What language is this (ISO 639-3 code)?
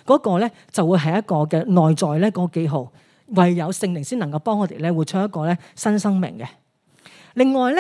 yue